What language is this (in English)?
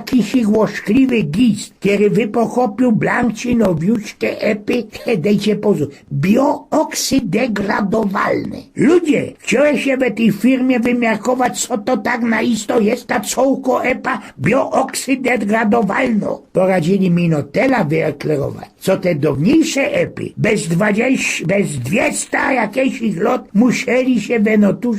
Silesian